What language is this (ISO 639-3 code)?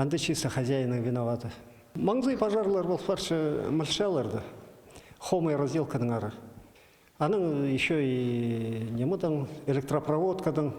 kjh